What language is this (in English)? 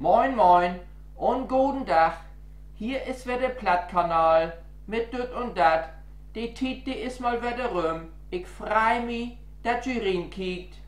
Low German